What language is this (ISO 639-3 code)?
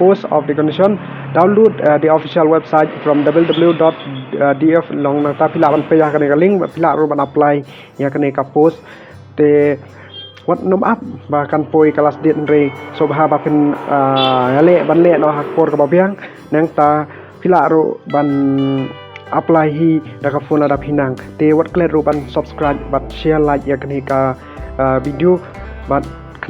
kha